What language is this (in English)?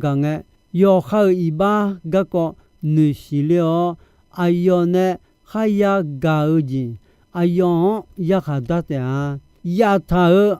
Akha